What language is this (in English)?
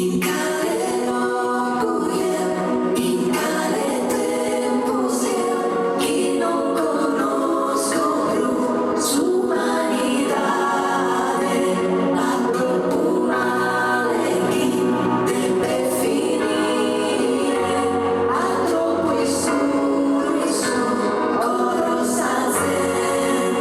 Sardinian